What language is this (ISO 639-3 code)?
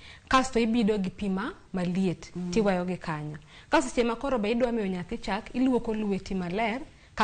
luo